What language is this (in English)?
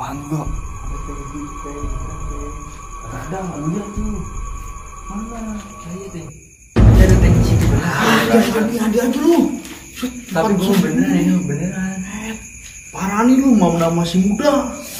Betawi